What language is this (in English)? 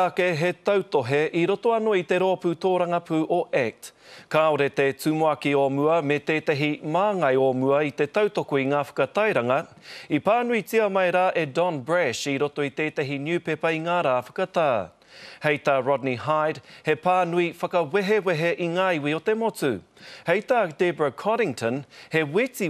Māori